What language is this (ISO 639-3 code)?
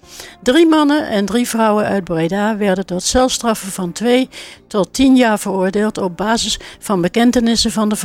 nld